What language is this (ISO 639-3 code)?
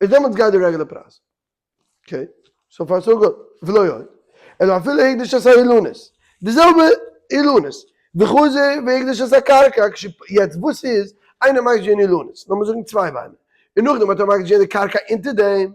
yid